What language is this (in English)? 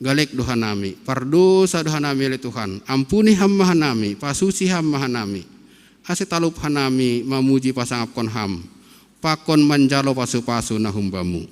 Batak Simalungun